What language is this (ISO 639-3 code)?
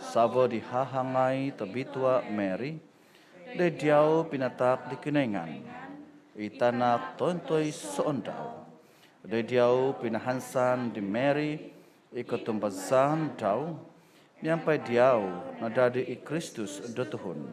dtp